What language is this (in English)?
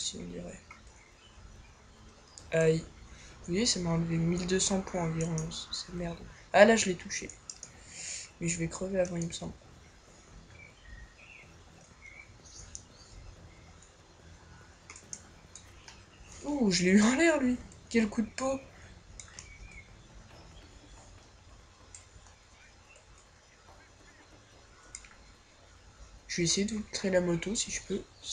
French